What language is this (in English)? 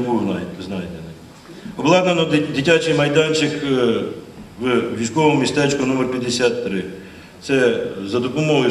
Ukrainian